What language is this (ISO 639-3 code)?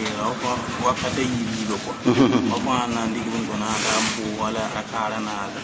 mos